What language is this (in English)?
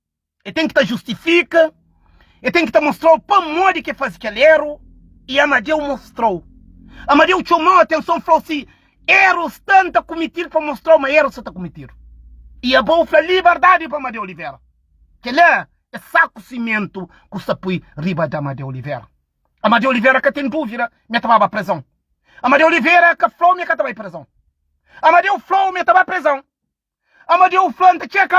Kabuverdianu